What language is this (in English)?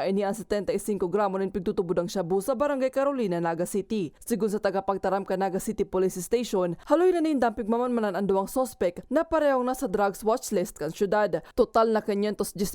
Bikol